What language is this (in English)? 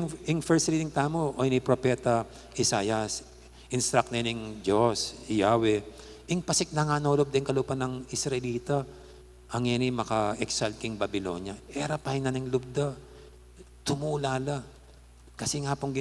Pampanga